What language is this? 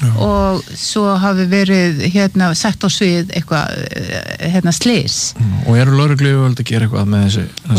Icelandic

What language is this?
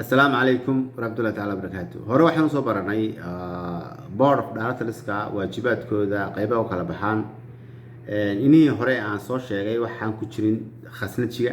Somali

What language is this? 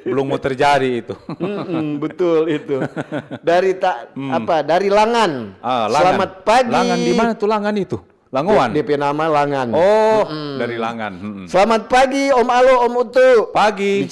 Manado Malay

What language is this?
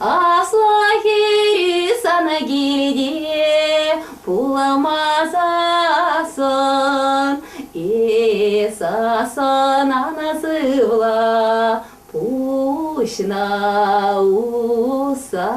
Chuvash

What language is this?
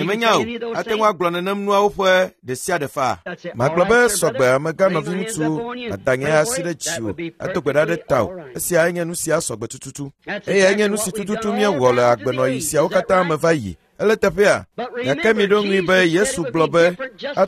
Ewe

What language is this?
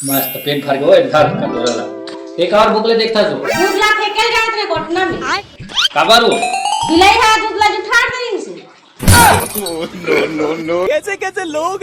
Chhattisgarhi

